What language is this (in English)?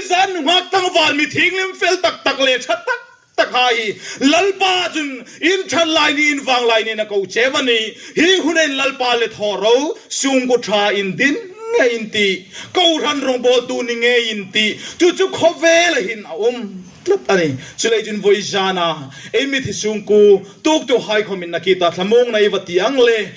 Hmar